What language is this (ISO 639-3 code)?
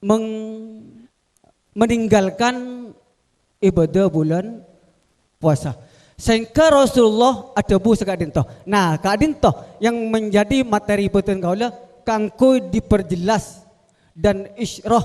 mad